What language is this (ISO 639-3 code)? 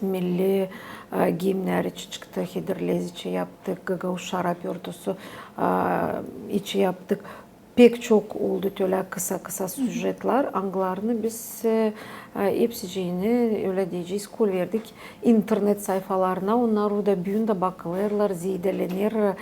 gag